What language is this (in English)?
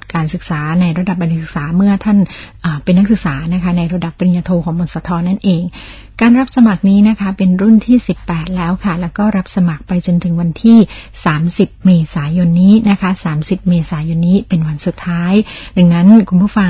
Thai